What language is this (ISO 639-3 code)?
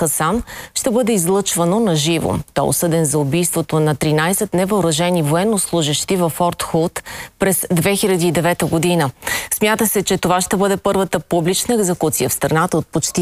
bul